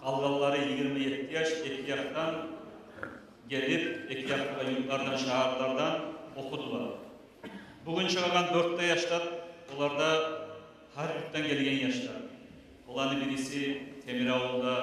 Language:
Kumyk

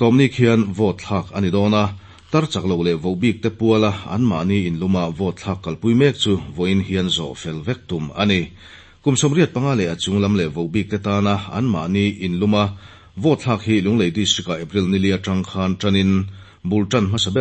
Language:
Mizo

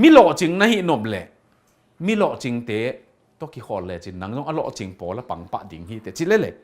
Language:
Tedim Chin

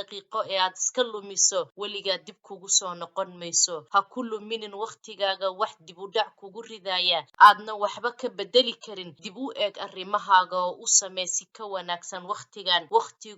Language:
Somali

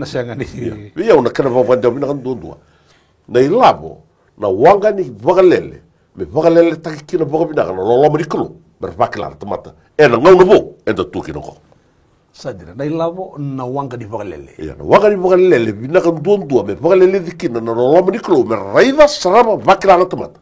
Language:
Fijian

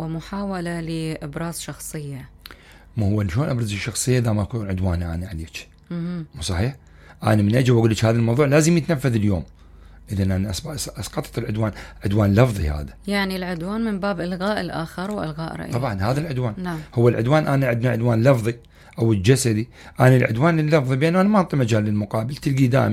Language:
Mesopotamian Arabic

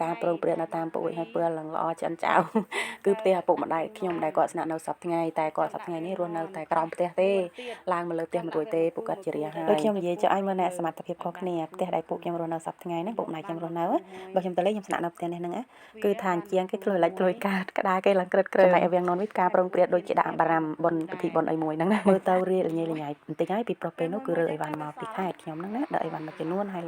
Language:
Khmer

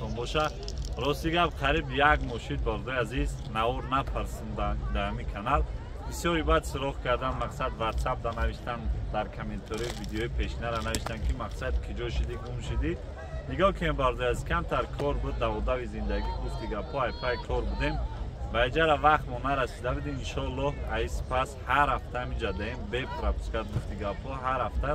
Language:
Tajik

